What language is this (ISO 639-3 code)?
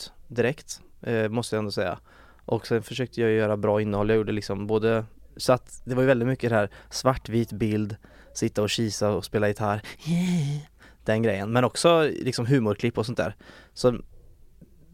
swe